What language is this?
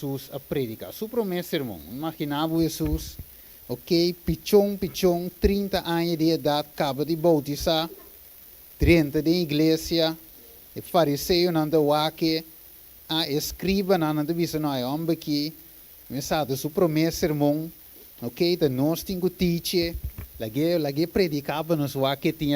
Papiamento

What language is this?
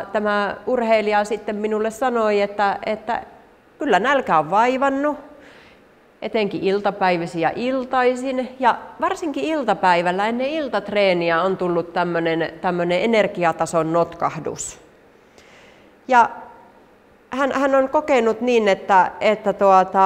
Finnish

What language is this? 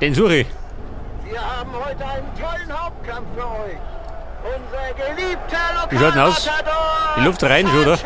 Bavarian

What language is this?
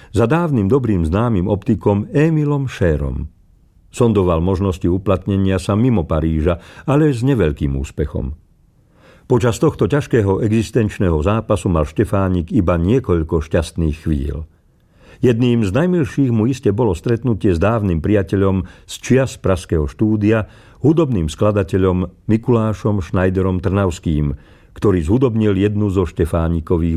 Slovak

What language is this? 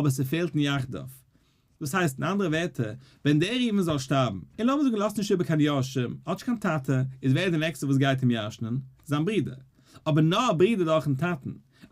Yiddish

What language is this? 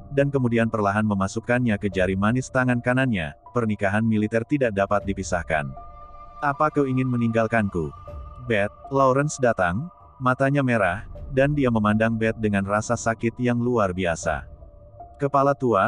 Indonesian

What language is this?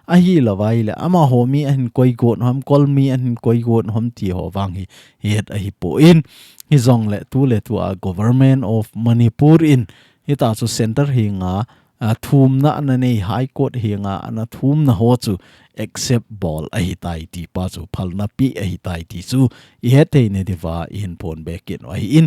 Thado Chin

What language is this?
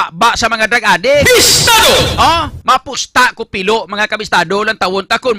Hiligaynon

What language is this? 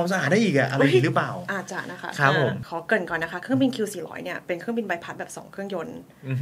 Thai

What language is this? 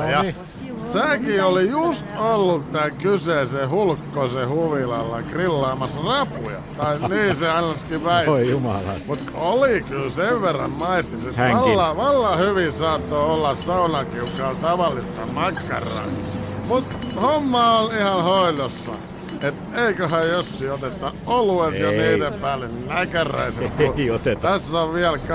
Finnish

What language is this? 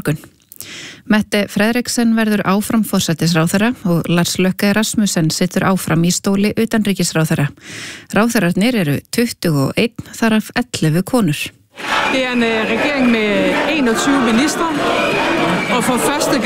Icelandic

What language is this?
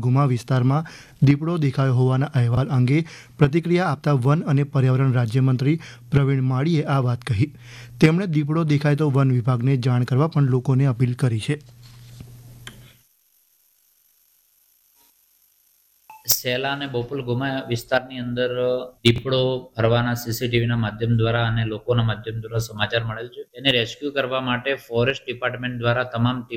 Gujarati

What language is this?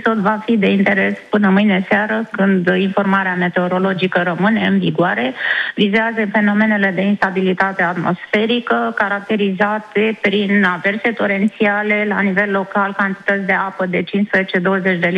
Romanian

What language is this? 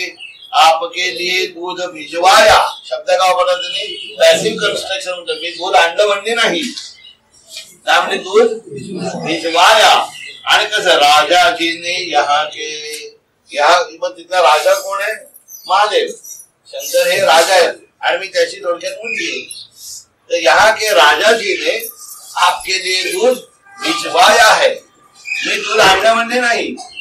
Marathi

